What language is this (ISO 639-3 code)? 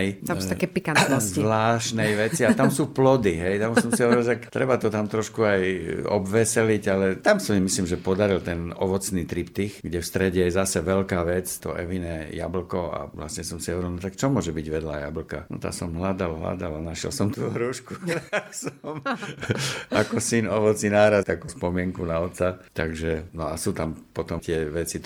slk